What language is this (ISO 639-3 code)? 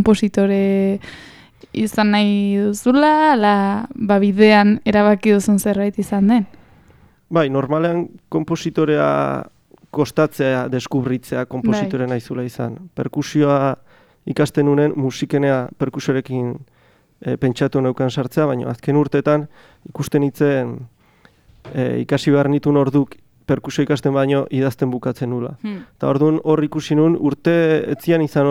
eus